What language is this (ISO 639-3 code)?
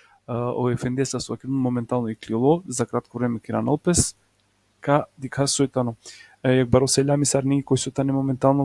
rmn